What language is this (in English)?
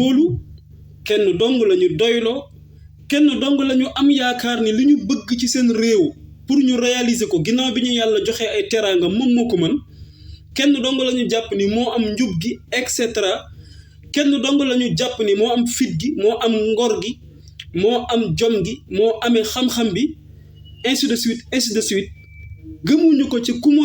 Wolof